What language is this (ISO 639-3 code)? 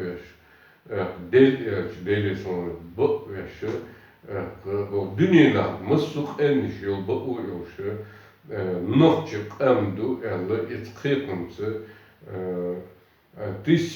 che